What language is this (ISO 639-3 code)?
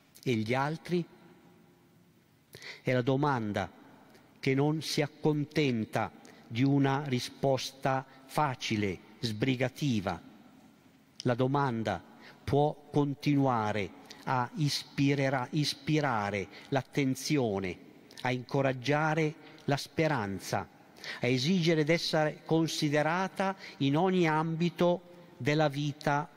ita